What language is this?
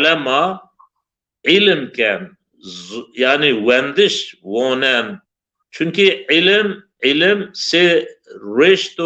Zaza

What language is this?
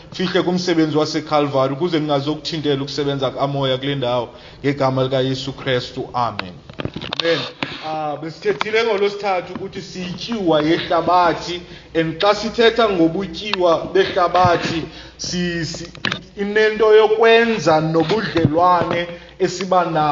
Xhosa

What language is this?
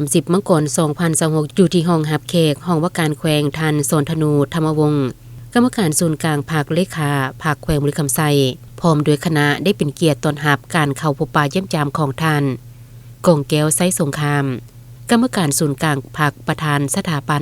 Lao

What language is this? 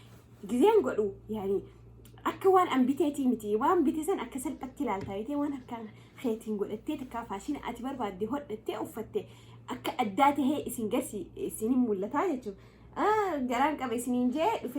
Oromo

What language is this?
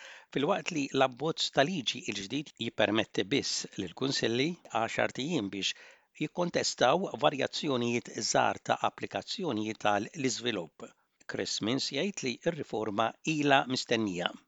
Maltese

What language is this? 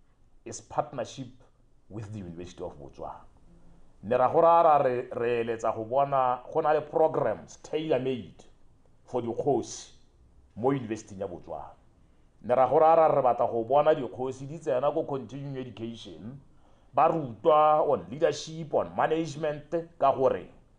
Tswana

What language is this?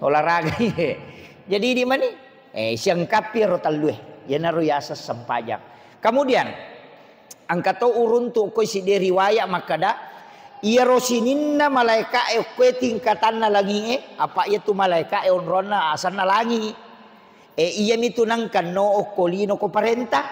Buginese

